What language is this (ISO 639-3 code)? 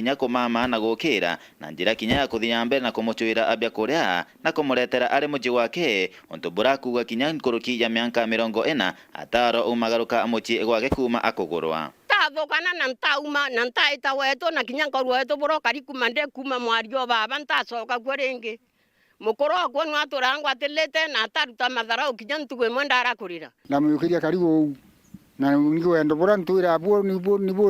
mer